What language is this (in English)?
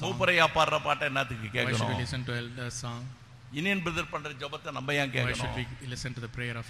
Tamil